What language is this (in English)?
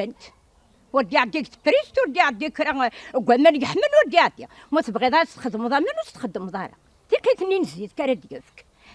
Kabyle